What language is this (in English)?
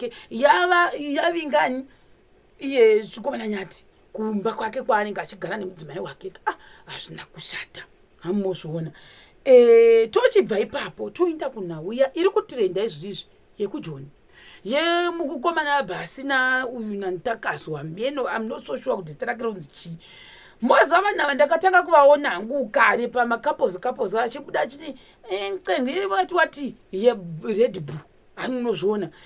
Shona